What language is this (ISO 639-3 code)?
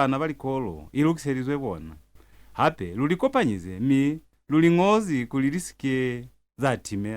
loz